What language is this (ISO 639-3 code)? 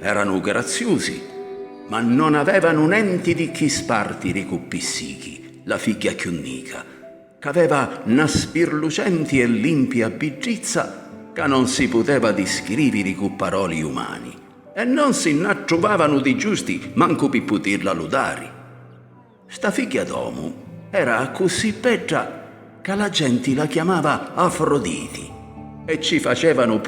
scn